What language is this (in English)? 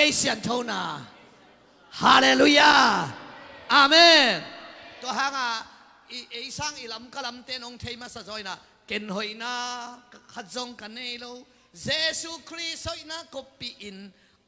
Tedim Chin